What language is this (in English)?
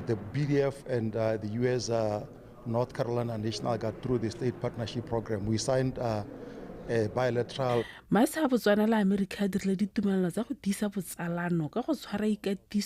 Tswana